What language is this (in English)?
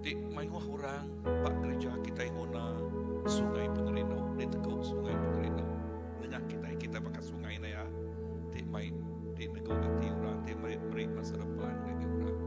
Iban